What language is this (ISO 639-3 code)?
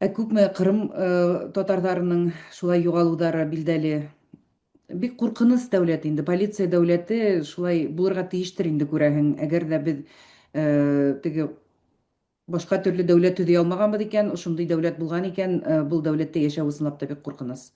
bak